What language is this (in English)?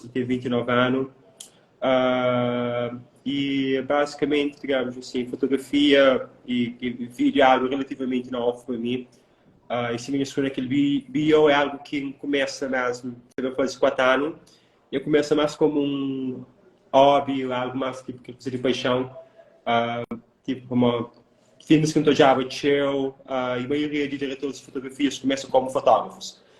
Kabuverdianu